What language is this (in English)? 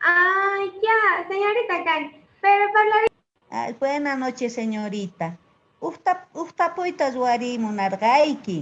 Quechua